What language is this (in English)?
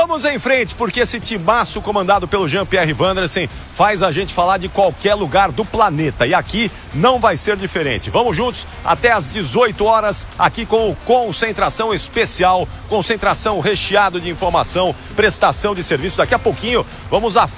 Portuguese